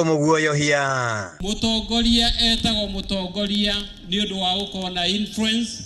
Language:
Kikuyu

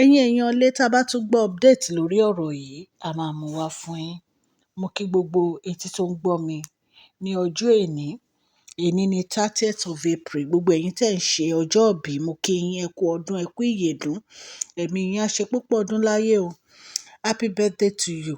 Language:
Yoruba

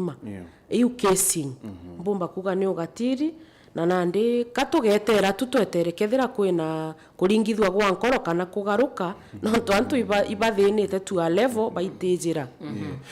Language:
Meru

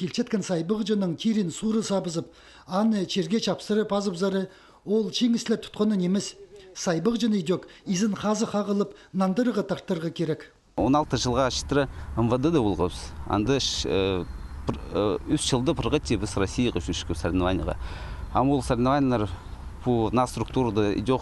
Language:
Khakas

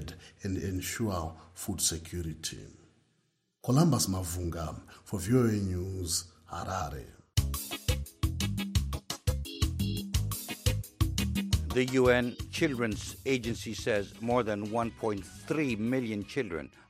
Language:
English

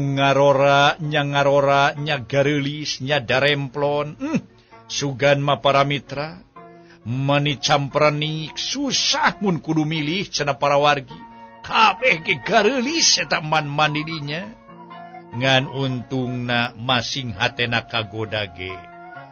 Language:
Sundanese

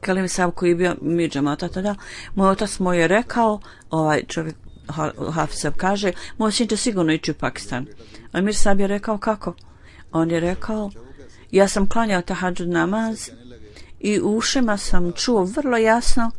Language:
Bosnian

